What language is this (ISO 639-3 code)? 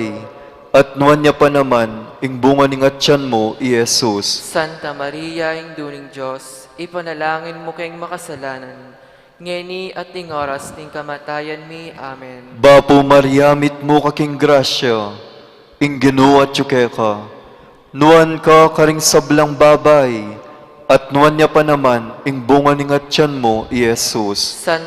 pam